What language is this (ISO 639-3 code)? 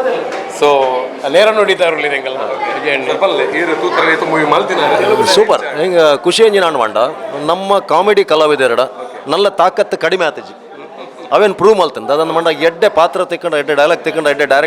tcy